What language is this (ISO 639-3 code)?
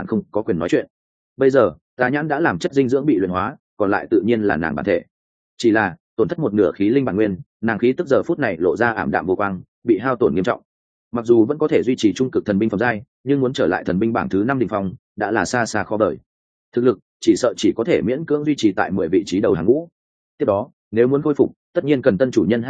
vie